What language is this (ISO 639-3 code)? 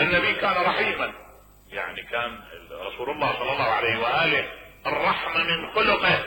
acm